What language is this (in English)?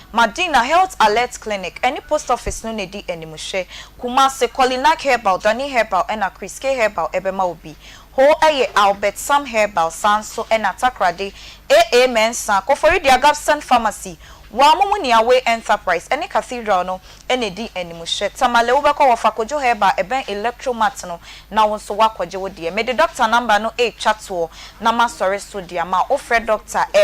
Akan